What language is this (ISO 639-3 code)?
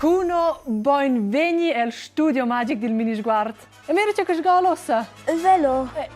roh